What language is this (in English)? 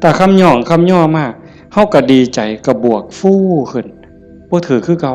Northeastern Thai